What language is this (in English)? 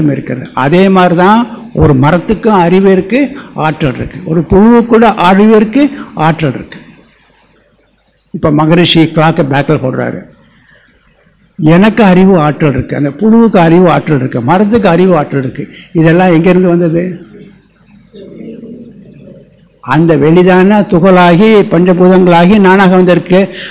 Tamil